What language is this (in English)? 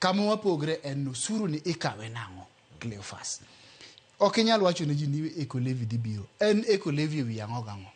Luo (Kenya and Tanzania)